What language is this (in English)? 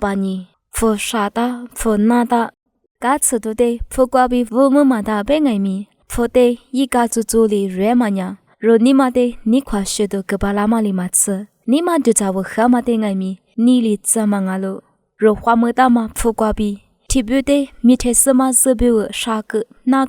Lisu